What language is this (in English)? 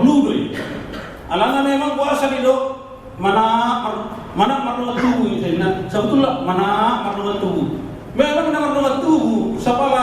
Batak Toba